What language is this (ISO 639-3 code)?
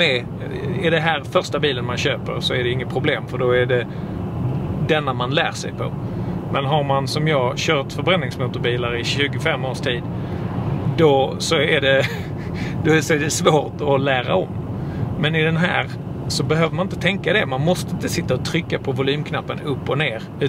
swe